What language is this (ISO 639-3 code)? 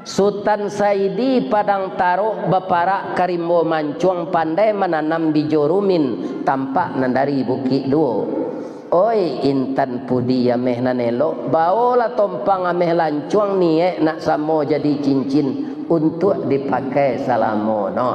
min